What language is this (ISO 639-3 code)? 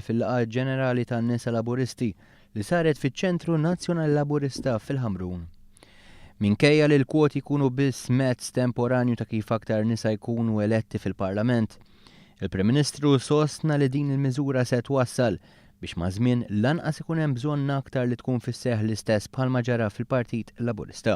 mlt